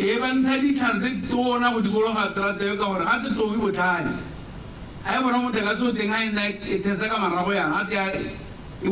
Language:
Tswana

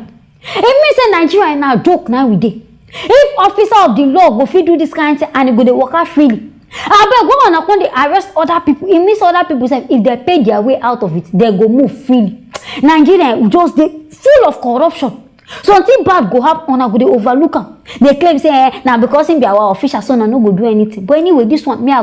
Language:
Nigerian Pidgin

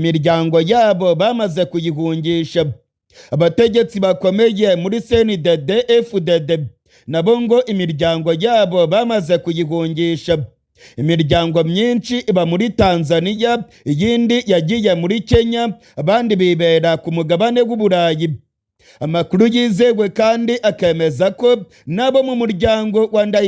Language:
Rundi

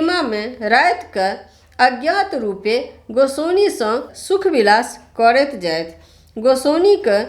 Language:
Maithili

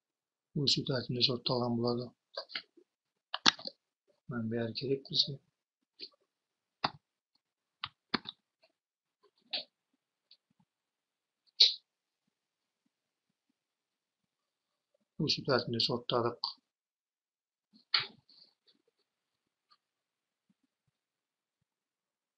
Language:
Kazakh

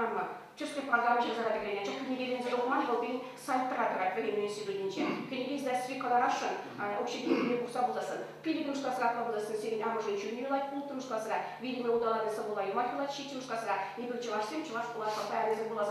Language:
Chuvash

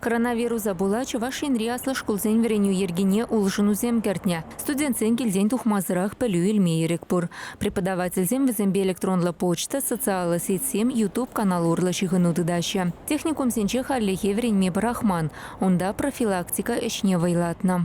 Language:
Chuvash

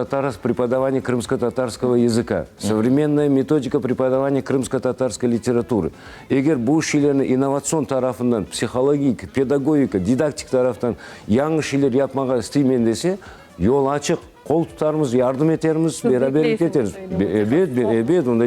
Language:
Crimean Tatar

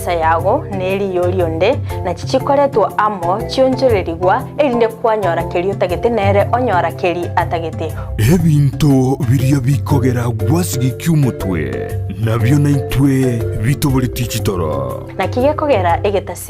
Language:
Gusii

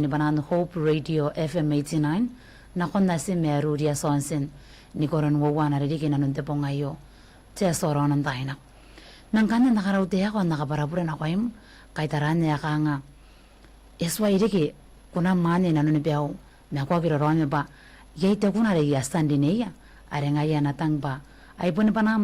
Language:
Gilbertese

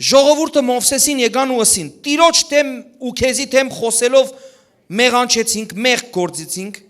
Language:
Western Armenian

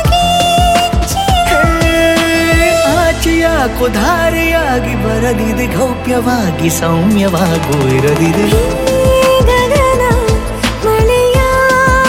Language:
Kannada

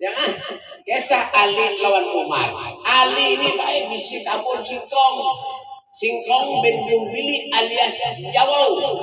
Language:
Banjar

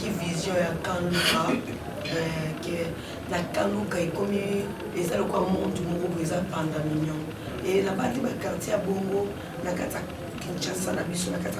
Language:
Lingala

